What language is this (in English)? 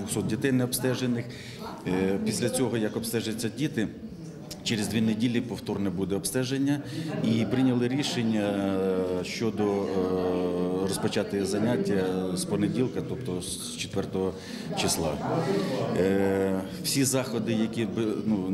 Ukrainian